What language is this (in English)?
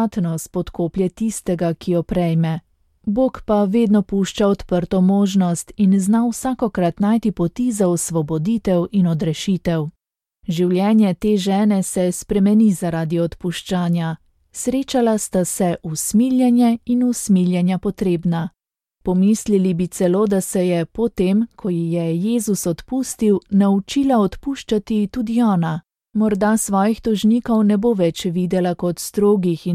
Slovenian